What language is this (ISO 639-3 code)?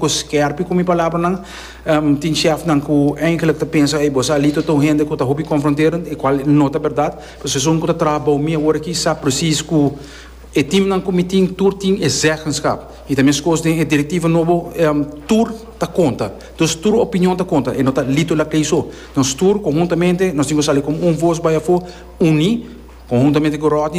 pap